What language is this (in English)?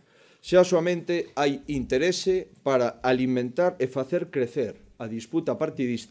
Galician